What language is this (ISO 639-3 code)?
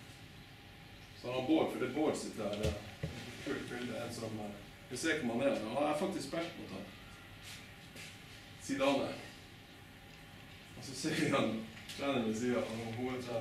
nor